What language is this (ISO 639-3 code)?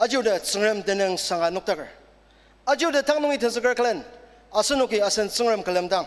njo